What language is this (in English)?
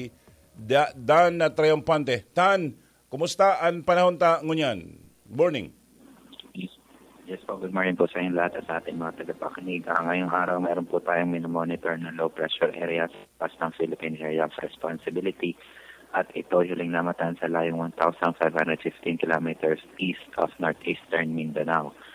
Bikol